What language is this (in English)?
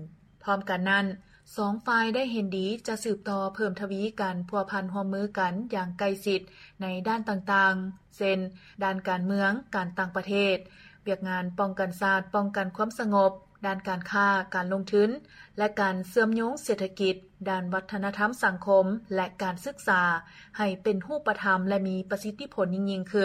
Lao